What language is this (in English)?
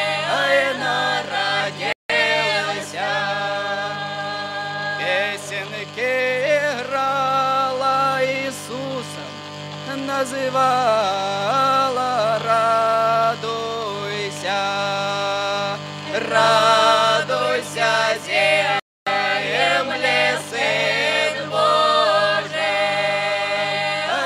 Ukrainian